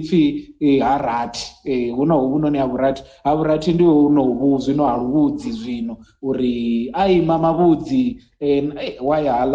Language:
Venda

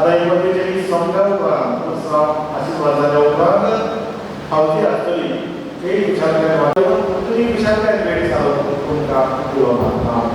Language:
Konkani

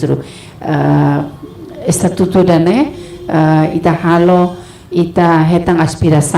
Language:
Tetum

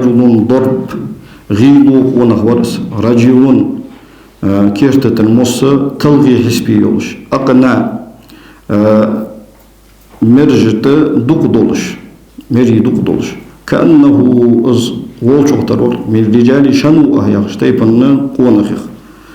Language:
Ingush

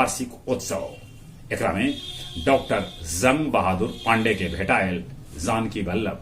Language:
Magahi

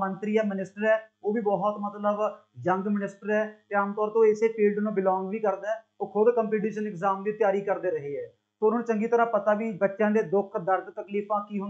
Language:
Punjabi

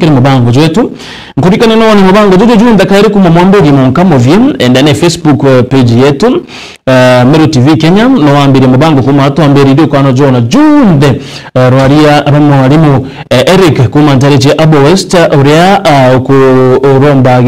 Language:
Meru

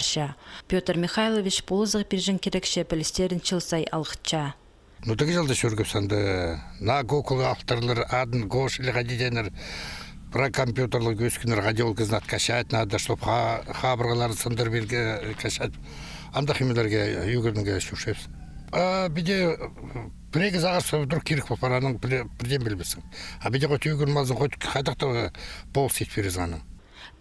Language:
Khakas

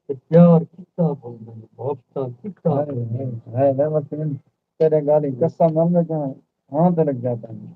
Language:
Saraiki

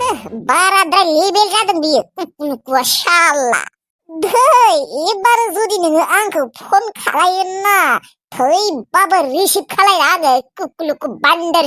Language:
Bodo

